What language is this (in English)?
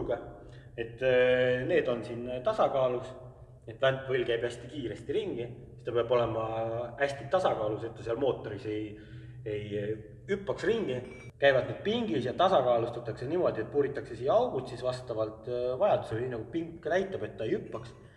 Estonian